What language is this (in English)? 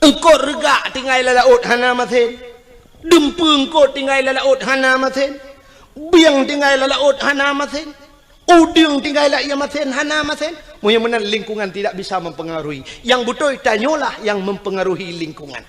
Achinese